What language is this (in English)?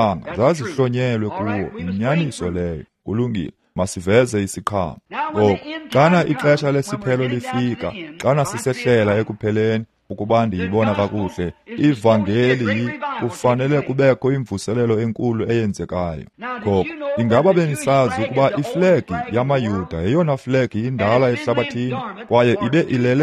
Xhosa